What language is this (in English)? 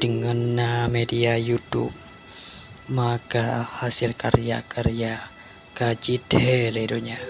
Achinese